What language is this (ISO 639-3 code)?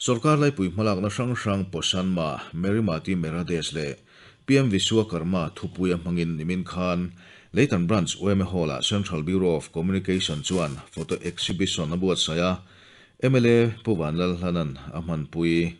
lus